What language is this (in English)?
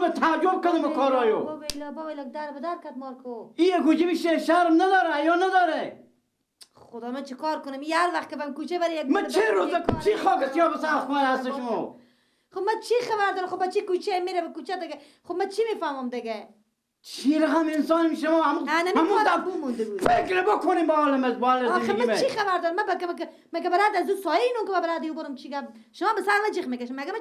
Persian